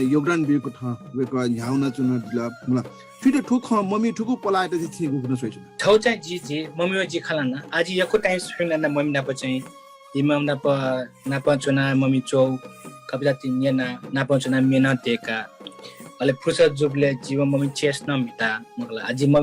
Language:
Newari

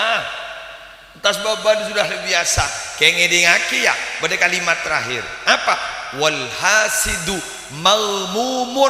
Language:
Madurese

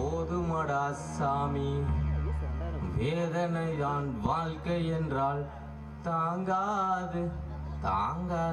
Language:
Tamil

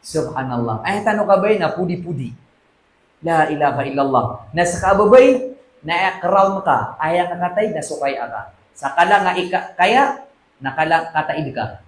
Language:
Maranao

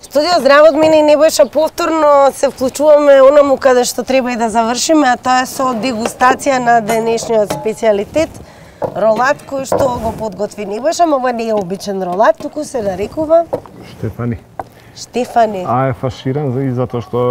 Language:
Macedonian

